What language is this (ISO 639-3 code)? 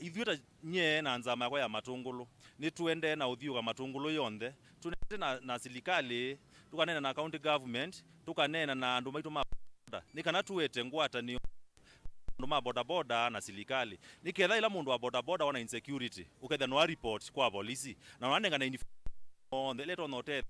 kam